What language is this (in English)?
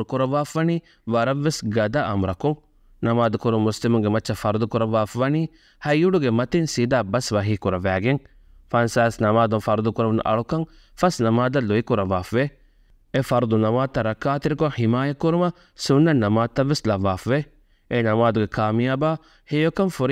Divehi